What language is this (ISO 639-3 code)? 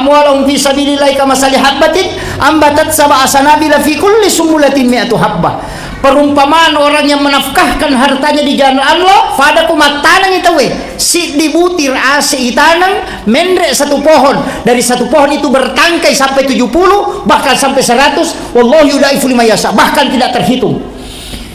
bug